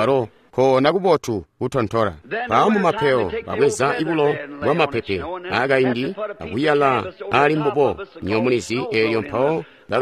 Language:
Tonga (Zambia)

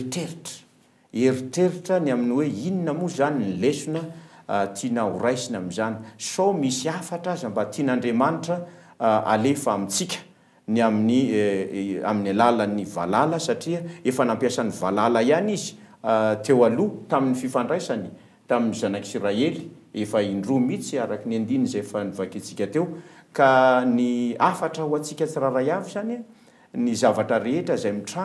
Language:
Malagasy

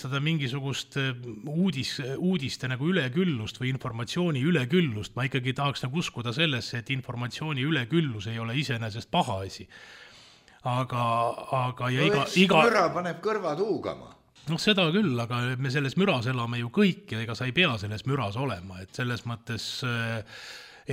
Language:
Estonian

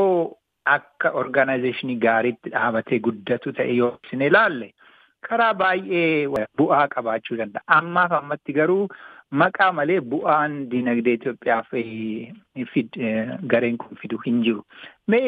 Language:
Oromo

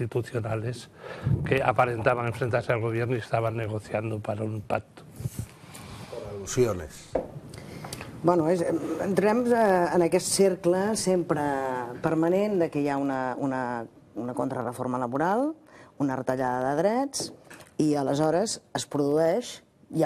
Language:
Catalan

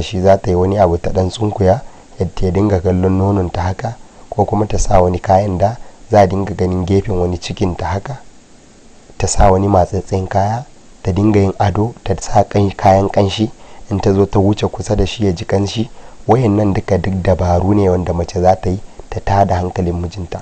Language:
Hausa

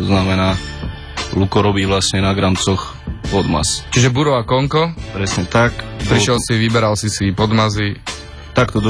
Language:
Slovak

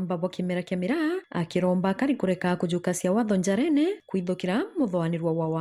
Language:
Meru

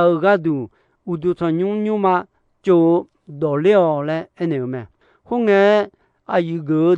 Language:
Akha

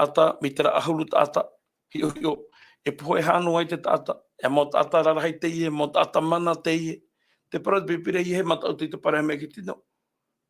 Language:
Tahitian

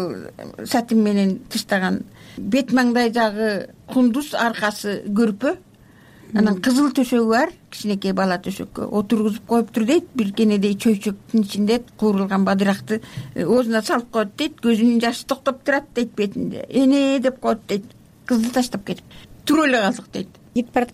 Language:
Kyrgyz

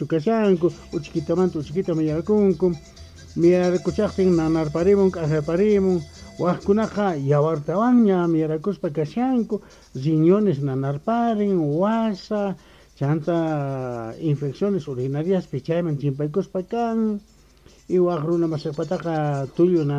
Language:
South Bolivian Quechua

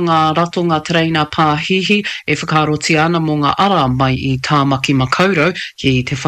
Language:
Māori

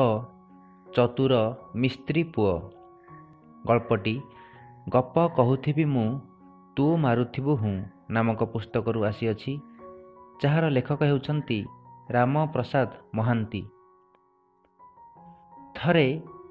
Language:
Odia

